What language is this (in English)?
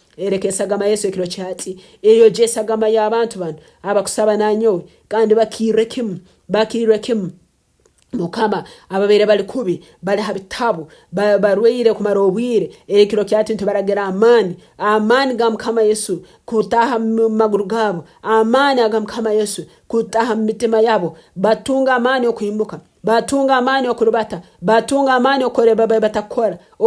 Nyankole